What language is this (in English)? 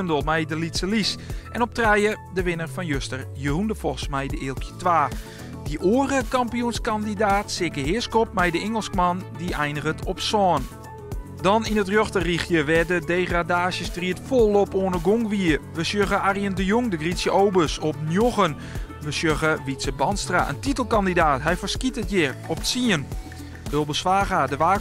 Western Frisian